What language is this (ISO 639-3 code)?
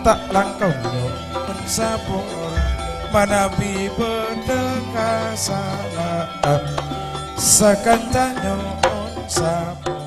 mad